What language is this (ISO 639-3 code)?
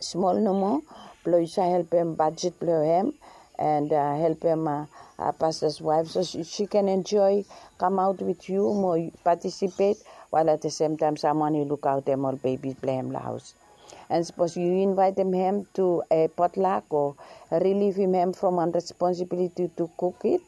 bis